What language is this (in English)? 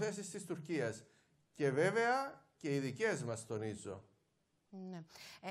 Greek